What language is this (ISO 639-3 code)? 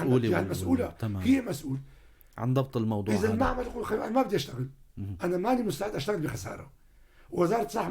apc